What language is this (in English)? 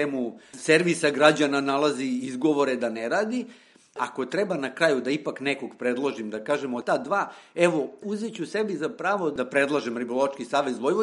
Serbian